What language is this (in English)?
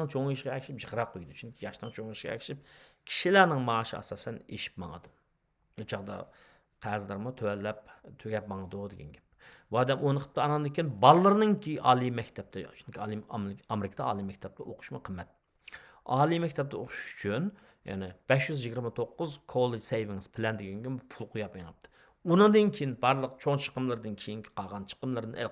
Uyghur